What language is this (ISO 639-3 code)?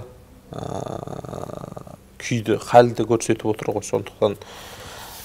kaz